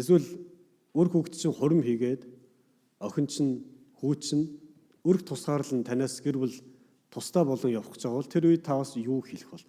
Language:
Mongolian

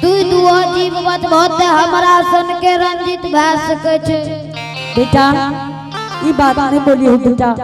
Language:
Angika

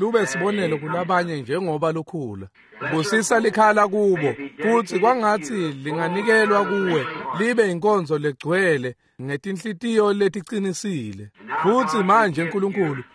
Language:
Swati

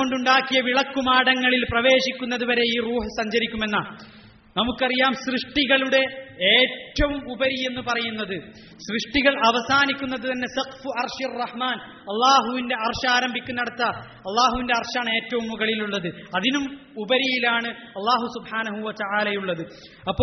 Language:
Malayalam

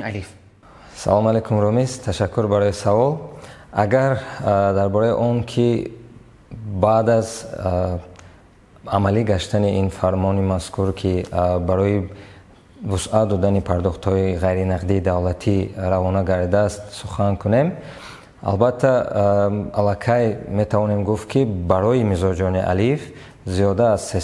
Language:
Tajik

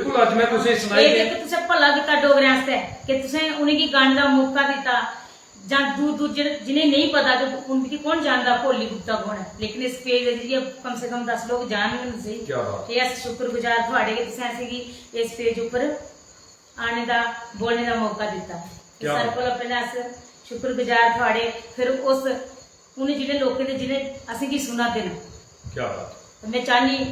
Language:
Dogri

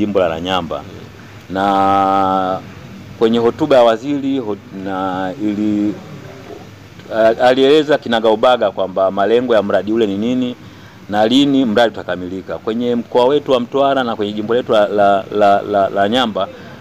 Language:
Swahili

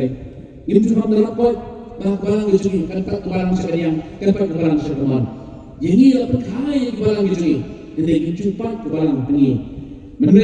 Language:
Khasi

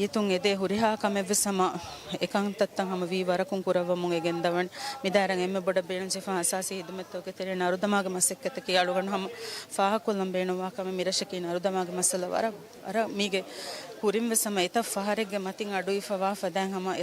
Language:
Divehi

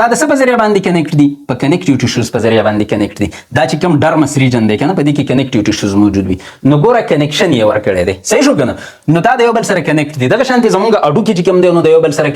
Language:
Pashto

